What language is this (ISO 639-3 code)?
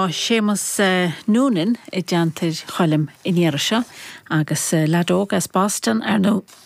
gle